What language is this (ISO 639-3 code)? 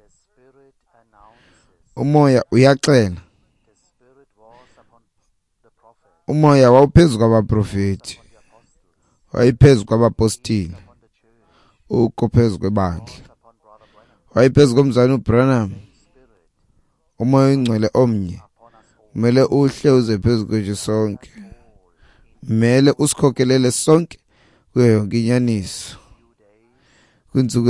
xho